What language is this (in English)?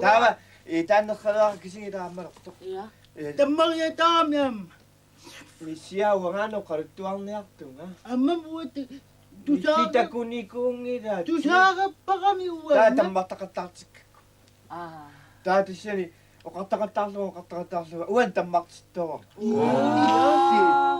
Kalaallisut